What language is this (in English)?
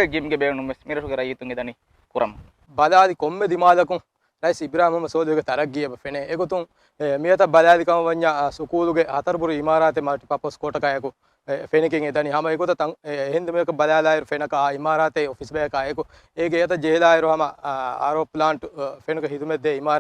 Divehi